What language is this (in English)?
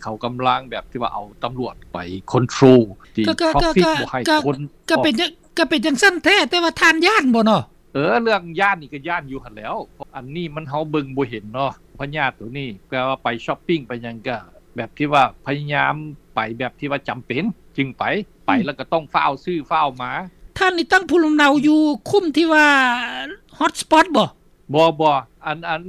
Lao